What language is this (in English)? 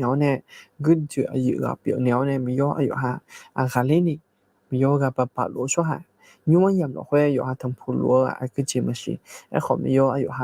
Akha